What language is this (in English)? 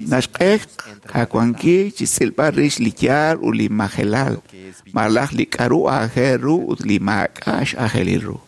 Kekchí